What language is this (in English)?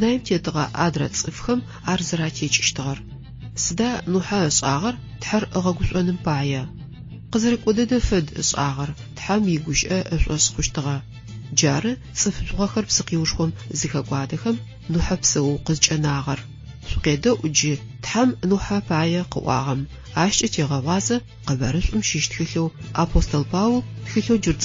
Adyghe